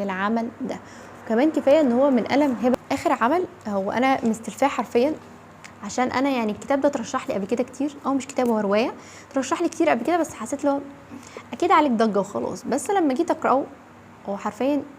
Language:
Egyptian Arabic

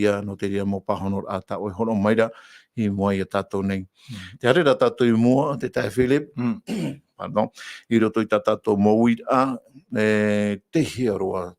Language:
Tahitian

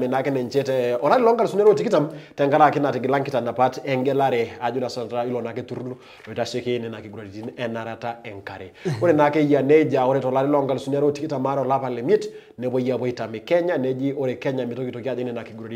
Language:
Masai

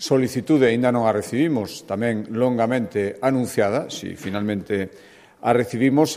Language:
Galician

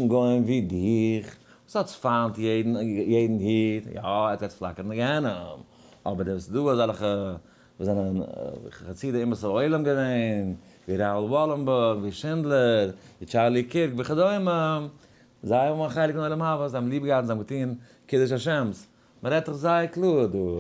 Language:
Yiddish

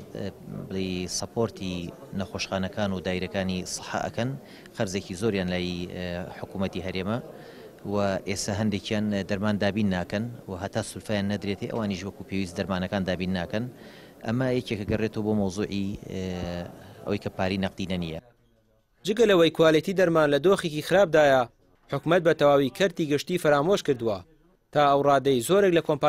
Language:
Central Kurdish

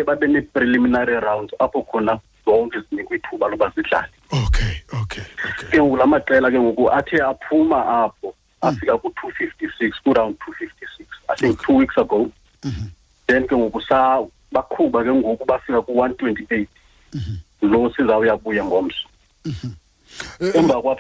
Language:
Xhosa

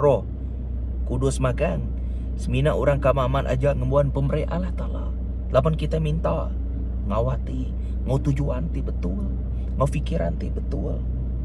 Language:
Iban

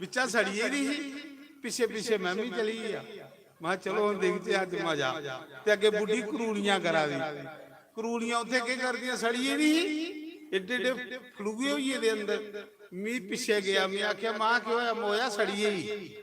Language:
Dogri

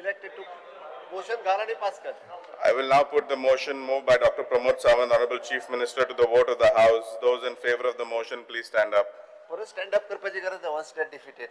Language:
Konkani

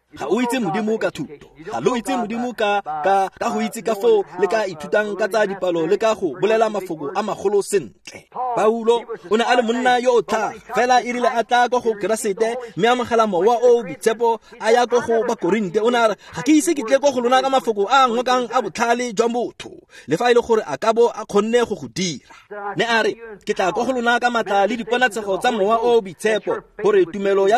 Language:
Tswana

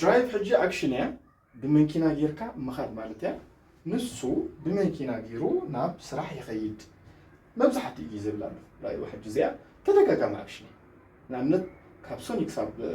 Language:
Tigrinya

